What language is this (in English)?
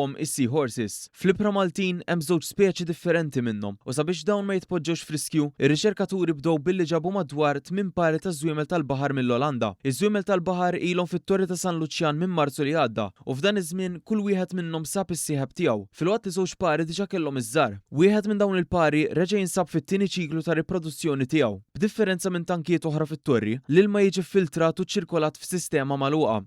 Maltese